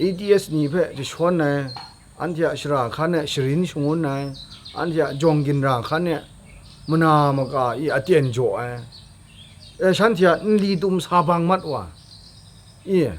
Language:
Kachin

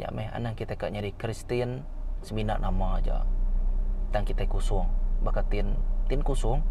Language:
Iban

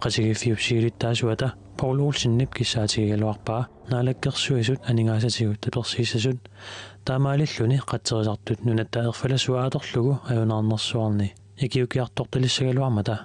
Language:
Kalaallisut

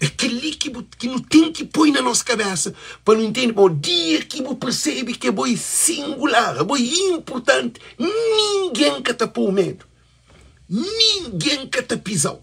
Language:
Kabuverdianu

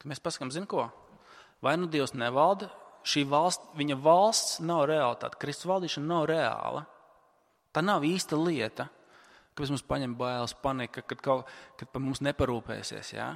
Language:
Latvian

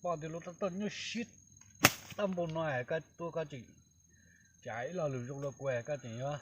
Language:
Hmong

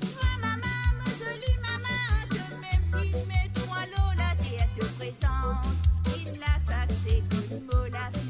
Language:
Morisyen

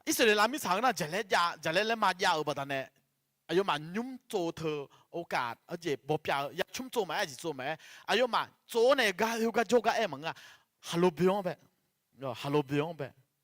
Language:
Akha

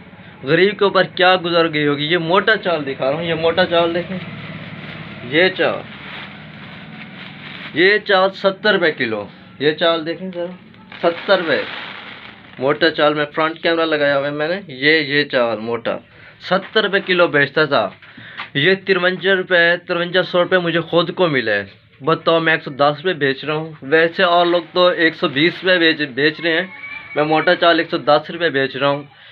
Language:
Urdu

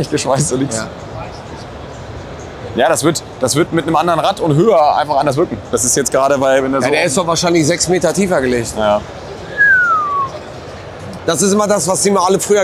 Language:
German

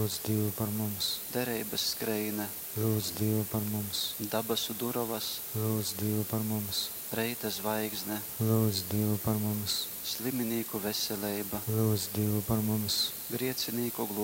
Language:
Latgalian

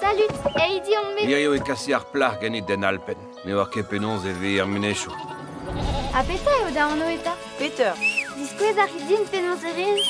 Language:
Breton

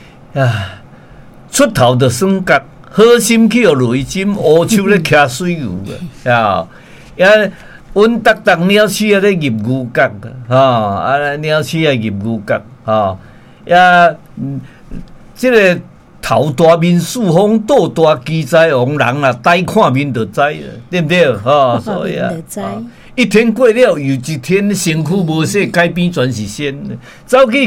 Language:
Min Nan Chinese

